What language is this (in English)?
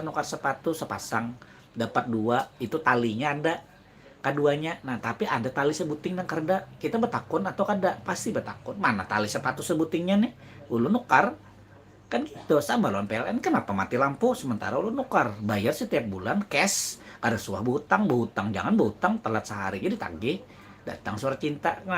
Banjar